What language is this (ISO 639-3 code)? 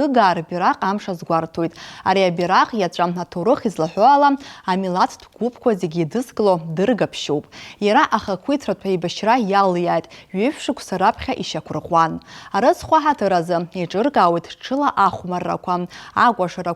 abk